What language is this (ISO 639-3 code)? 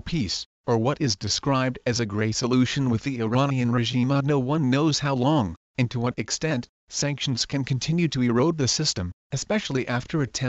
eng